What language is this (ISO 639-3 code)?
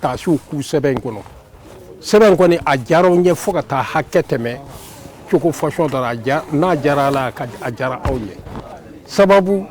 bam